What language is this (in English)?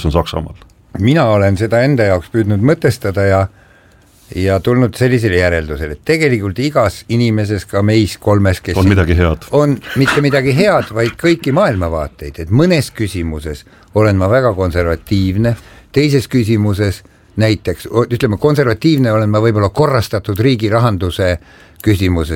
Estonian